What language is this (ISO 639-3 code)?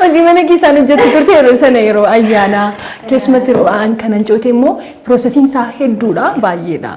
orm